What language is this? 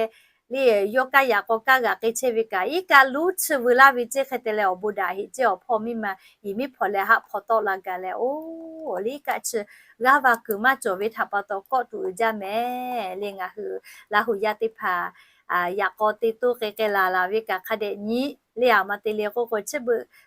Lahu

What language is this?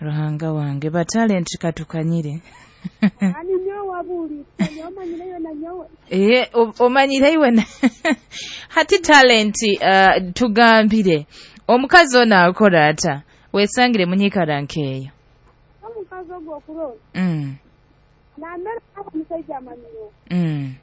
Nyoro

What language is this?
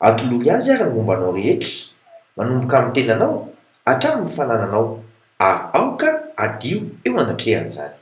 Malagasy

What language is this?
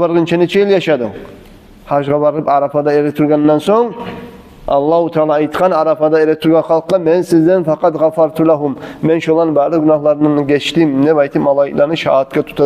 Kumyk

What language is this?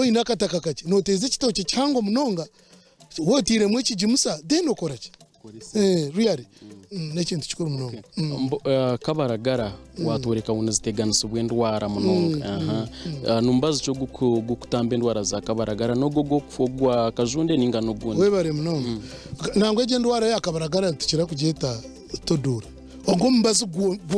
Nyankole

